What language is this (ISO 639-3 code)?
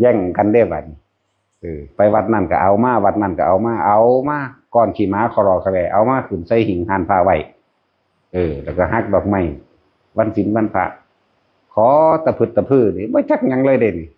tts